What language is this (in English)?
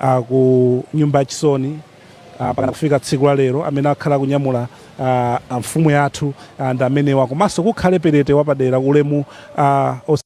Nyanja